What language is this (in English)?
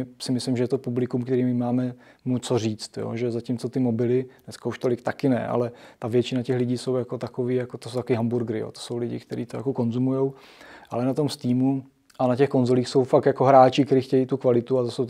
Czech